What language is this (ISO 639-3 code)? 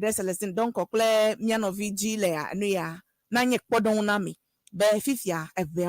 ewe